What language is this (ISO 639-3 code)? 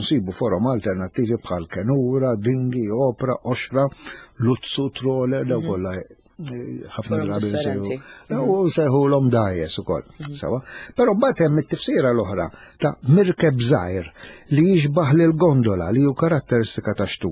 mlt